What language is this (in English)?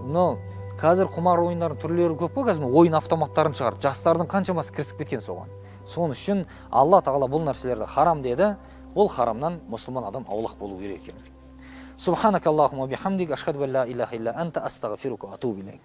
Kazakh